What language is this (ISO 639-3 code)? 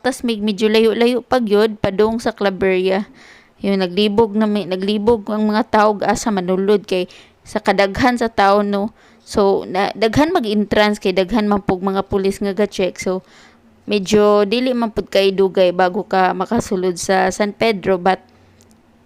ceb